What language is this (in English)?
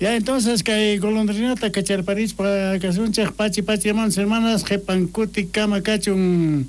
South Bolivian Quechua